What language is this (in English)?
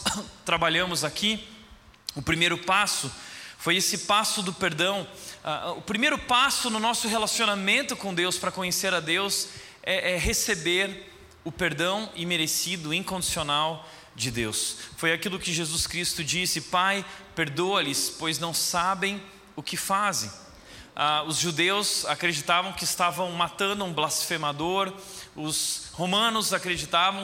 Portuguese